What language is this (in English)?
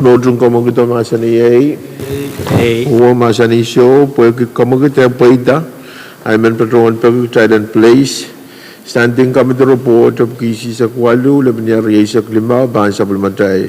Pohnpeian